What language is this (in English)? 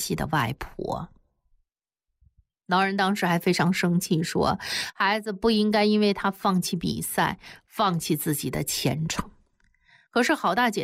Chinese